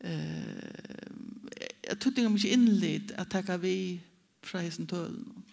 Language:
Faroese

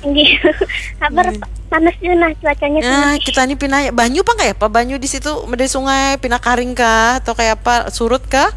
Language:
Banjar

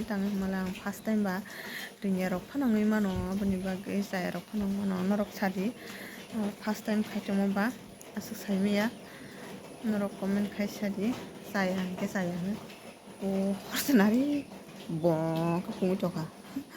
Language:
Kok Borok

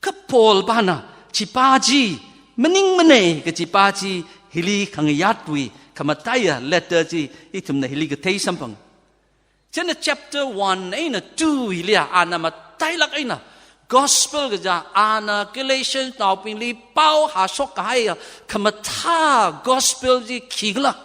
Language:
Tangkhul Naga (India)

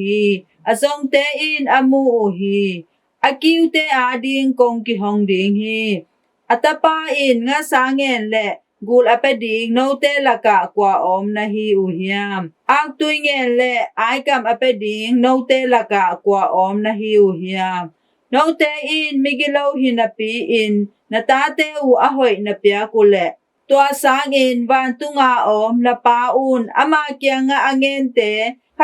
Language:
Tedim Chin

